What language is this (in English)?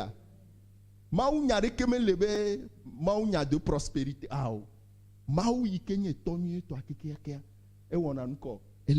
Ewe